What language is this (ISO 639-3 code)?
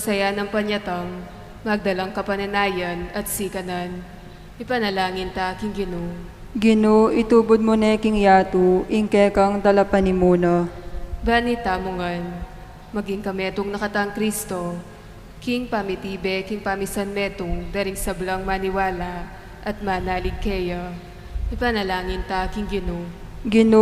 pam